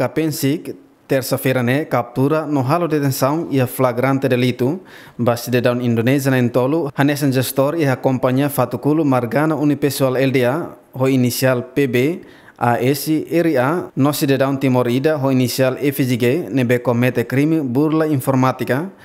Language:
Tetum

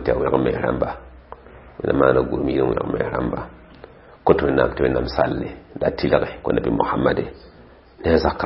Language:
Mossi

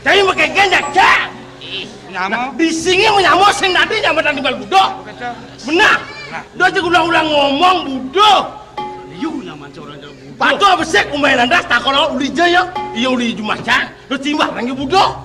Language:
Balinese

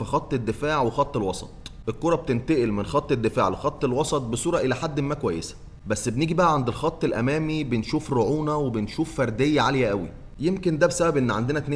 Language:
Egyptian Arabic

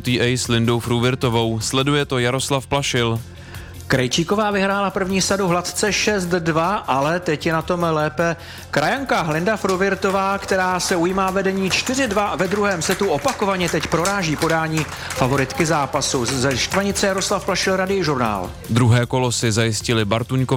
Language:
Czech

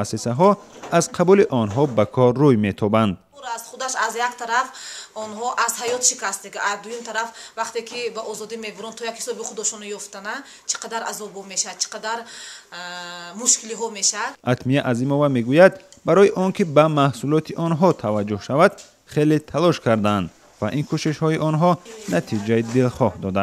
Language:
Tajik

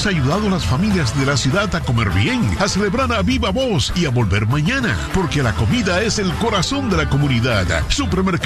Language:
Spanish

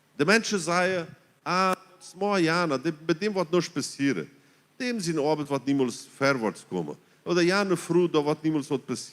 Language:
Plautdietsch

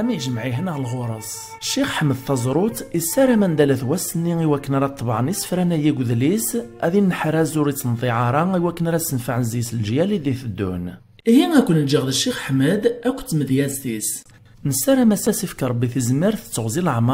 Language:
Kabyle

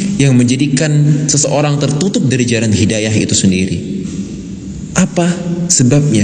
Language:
Indonesian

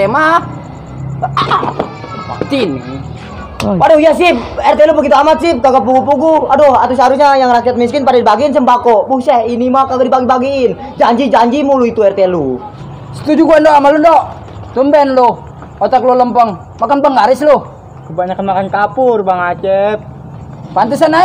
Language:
Betawi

